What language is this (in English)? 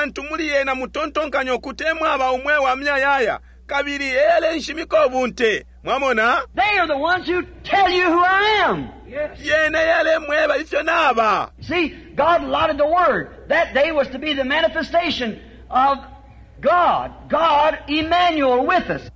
Bemba